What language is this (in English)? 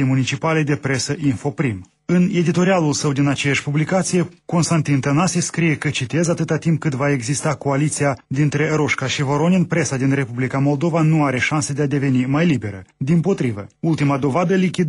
Romanian